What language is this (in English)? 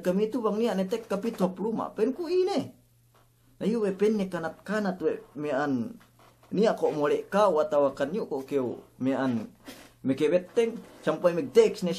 Yakan